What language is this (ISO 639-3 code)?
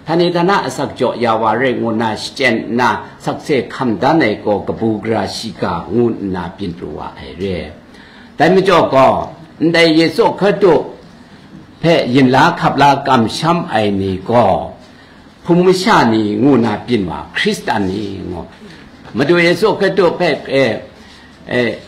kac